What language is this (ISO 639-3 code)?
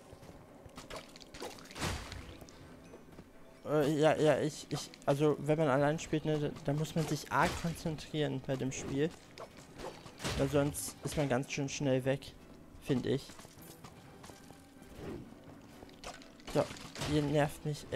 deu